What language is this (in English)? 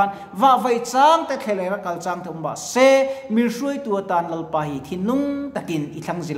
Mizo